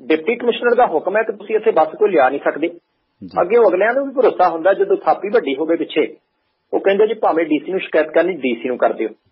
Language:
Punjabi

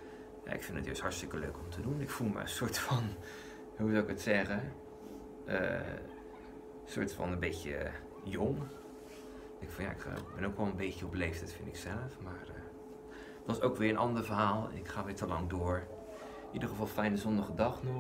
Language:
Dutch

